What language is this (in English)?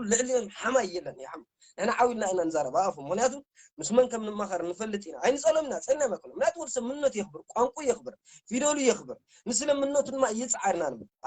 Tigrinya